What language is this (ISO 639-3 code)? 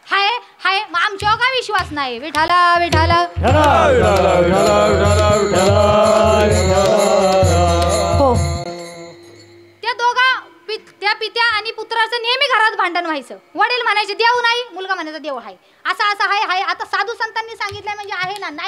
mar